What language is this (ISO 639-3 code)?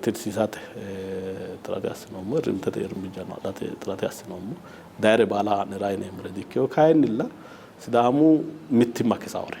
sid